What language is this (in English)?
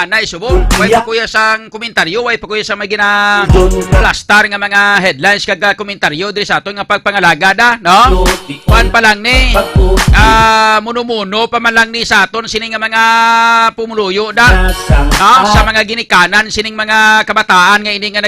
Hiligaynon